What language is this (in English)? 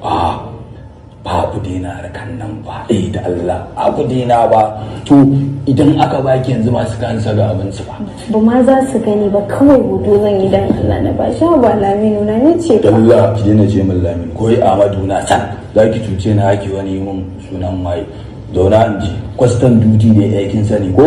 Hausa